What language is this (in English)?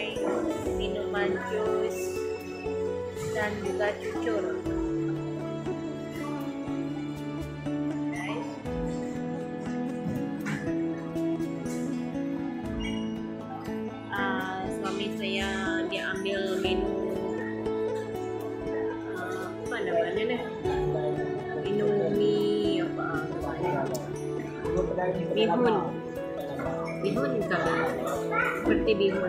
Malay